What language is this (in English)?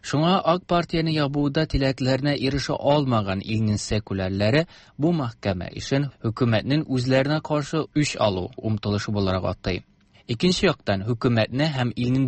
Tatar